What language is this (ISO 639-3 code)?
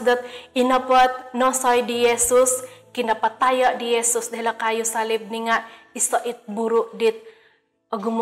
dtp